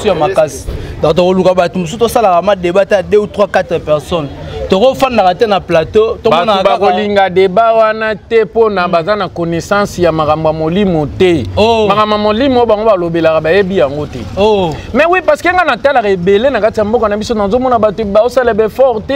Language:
Lingala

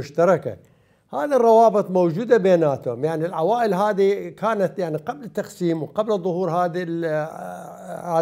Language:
Mesopotamian Arabic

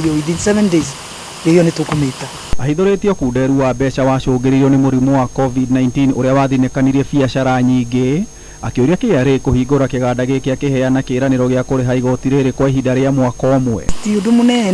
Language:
Kikuyu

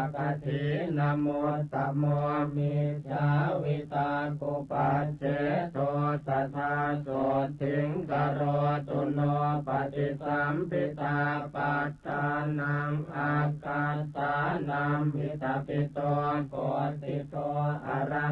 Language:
Pali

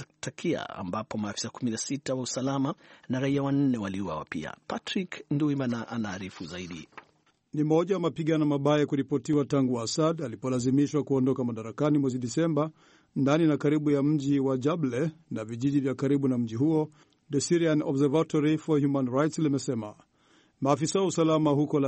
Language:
Swahili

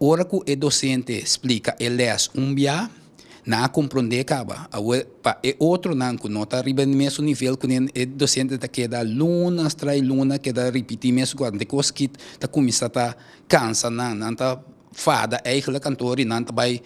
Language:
Papiamento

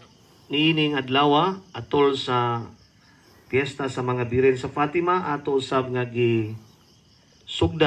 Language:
Cebuano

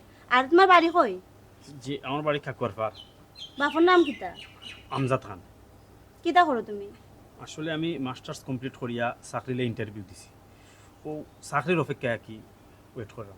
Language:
Sylheti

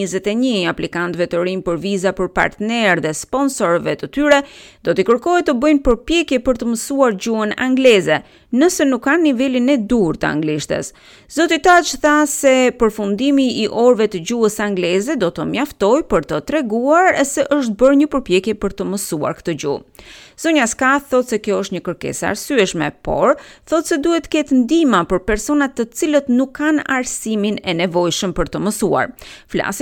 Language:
Albanian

